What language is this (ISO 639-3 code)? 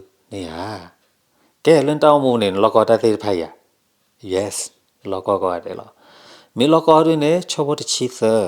ksw